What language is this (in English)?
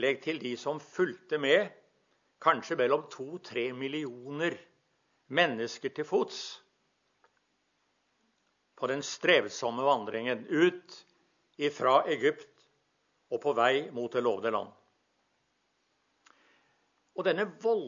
Norwegian